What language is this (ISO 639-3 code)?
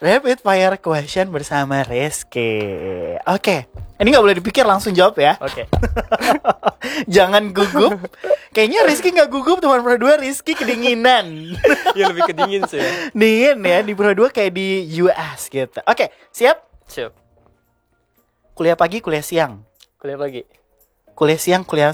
ind